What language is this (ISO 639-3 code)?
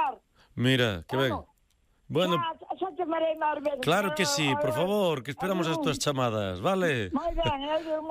glg